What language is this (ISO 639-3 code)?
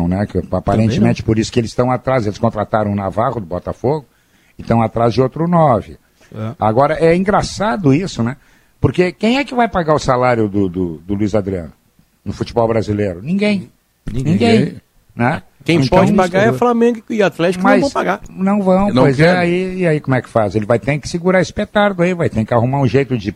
por